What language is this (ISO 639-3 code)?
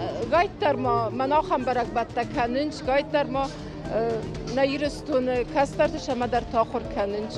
oss